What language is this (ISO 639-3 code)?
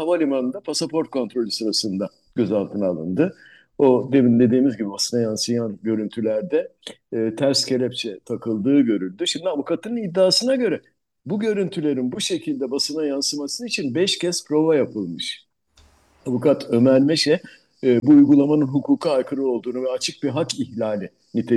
tur